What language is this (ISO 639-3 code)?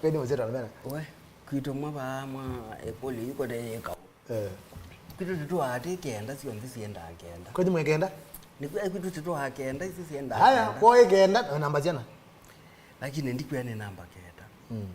kam